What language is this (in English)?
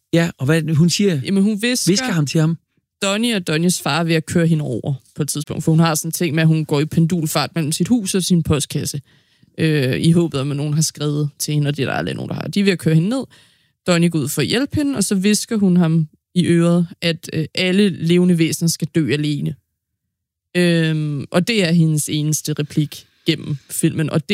Danish